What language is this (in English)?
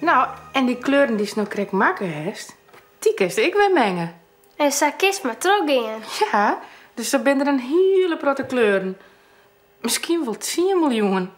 Western Frisian